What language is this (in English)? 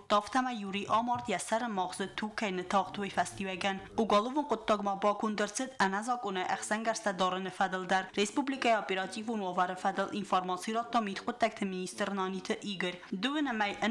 Ossetic